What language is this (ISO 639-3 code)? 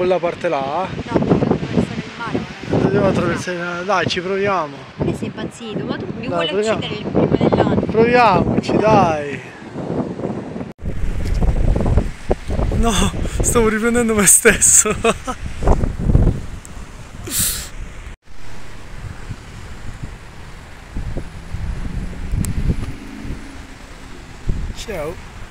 ita